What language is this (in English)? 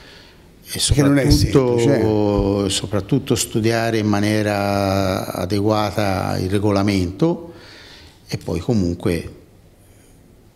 Italian